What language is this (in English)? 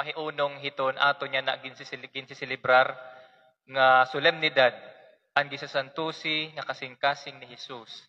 Waray